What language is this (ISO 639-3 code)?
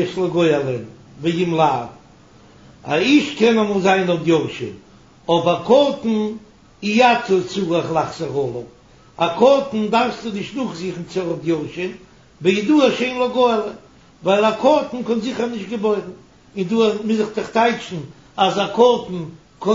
yid